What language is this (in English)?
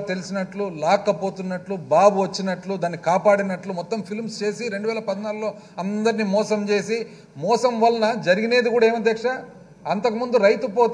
Telugu